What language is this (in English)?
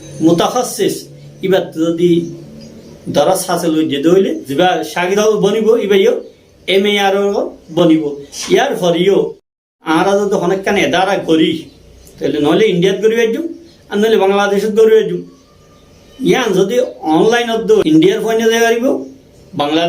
Rohingya